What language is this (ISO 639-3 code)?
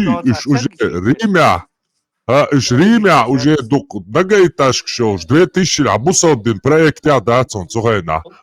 che